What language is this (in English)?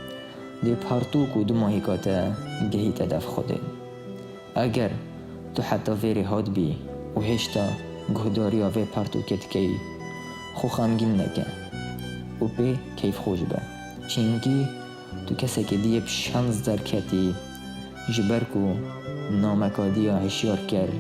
Kurdish